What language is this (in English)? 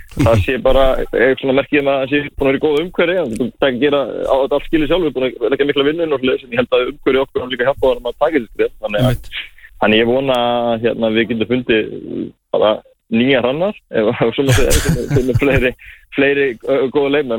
Icelandic